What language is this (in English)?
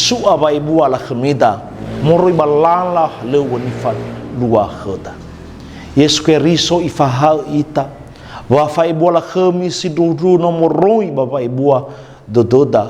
Nias